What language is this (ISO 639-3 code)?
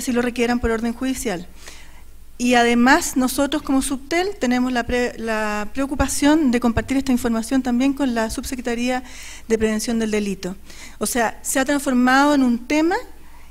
spa